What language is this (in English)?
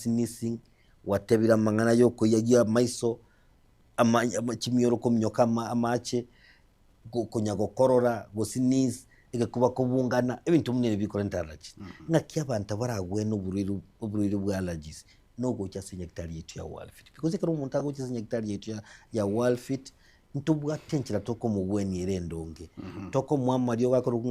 Gusii